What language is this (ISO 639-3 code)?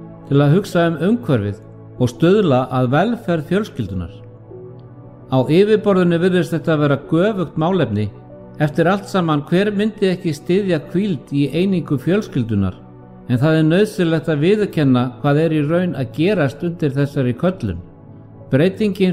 isl